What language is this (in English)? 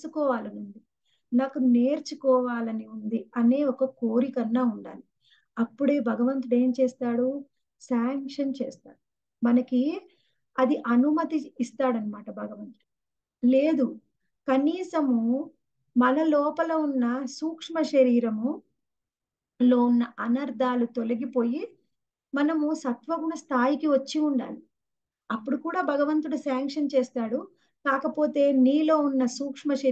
Telugu